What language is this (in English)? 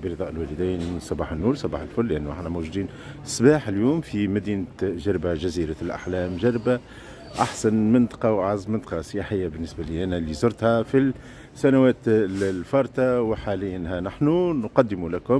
Tunisian Arabic